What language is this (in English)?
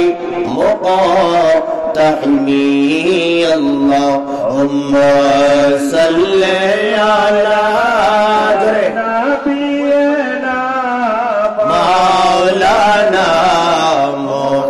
Bangla